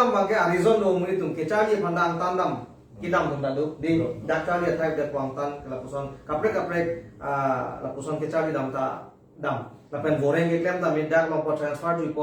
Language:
Karbi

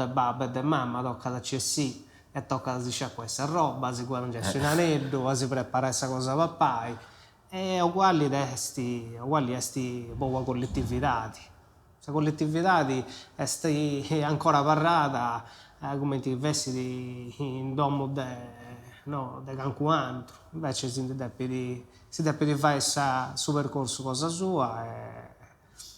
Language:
Sardinian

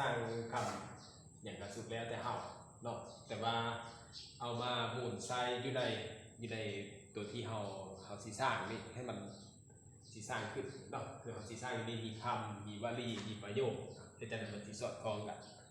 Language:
Lao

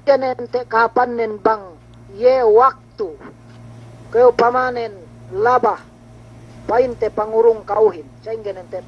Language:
Yakan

